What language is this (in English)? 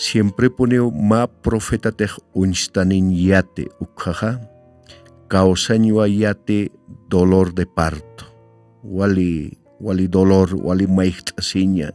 Aymara